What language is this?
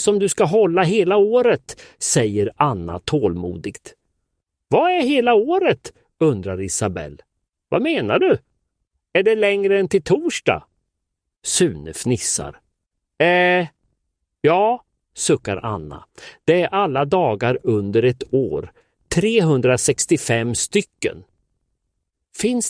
Swedish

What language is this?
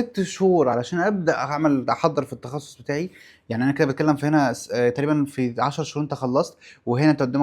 Egyptian Arabic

